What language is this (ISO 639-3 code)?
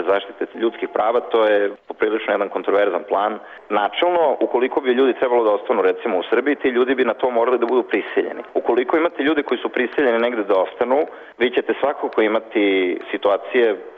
srp